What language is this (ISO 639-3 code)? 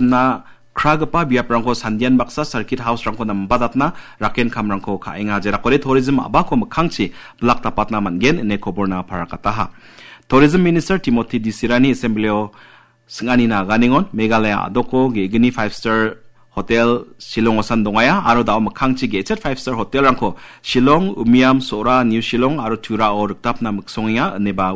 grt